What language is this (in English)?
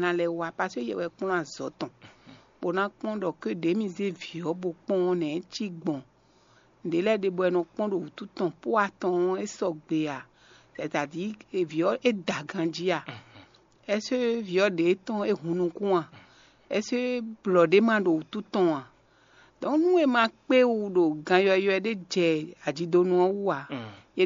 Fon